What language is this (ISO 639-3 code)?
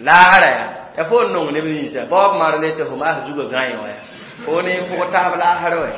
mos